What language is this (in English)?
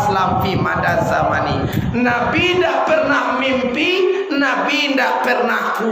Minangkabau